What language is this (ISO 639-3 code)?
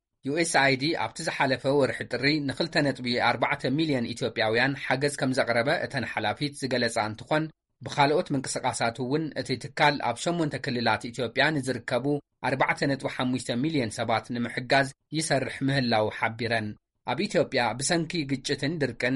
tir